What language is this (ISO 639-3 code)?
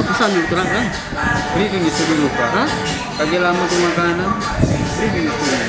xmm